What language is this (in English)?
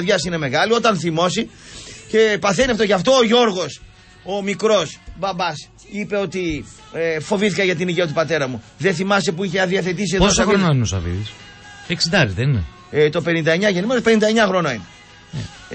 Greek